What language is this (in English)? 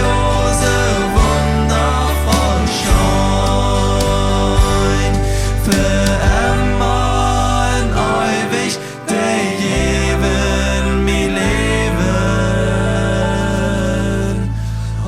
Plautdietsch